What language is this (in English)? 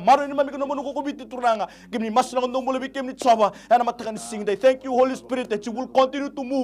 Fijian